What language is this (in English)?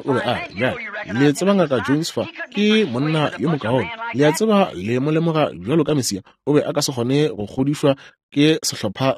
Northern Sotho